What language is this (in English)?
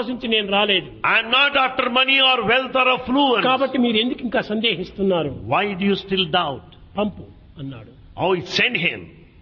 Telugu